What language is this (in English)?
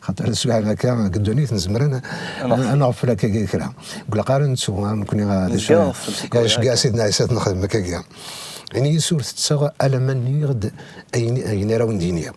Kabyle